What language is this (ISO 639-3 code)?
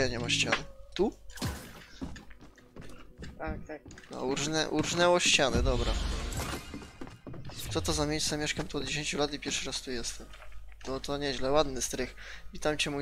pol